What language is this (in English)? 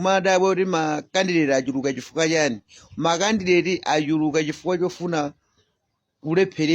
Nyanja